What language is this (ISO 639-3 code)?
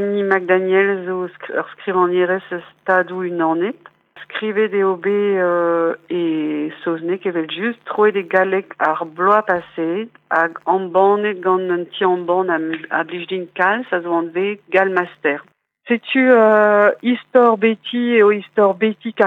bre